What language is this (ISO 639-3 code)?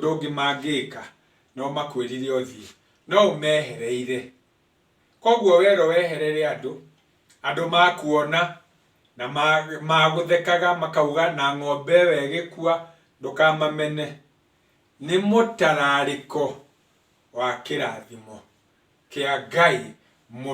kik